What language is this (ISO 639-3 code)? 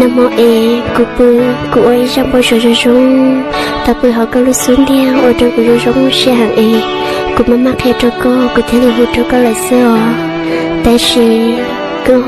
hmn